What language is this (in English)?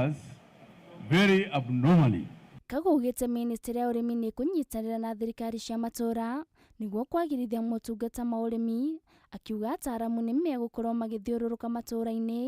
Kikuyu